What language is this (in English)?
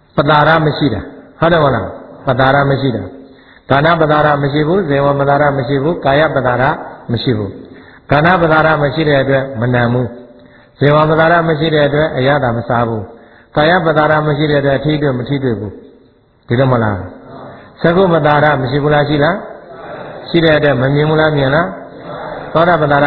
Burmese